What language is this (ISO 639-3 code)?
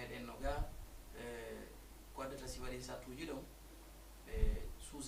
ful